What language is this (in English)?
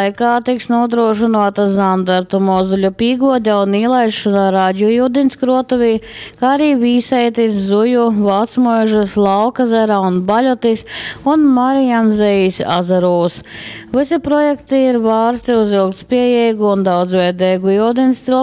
Latgalian